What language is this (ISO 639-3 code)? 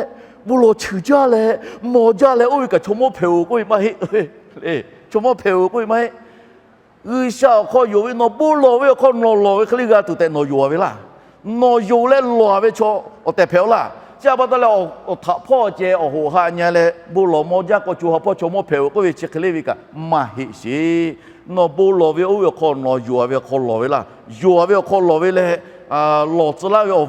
lhu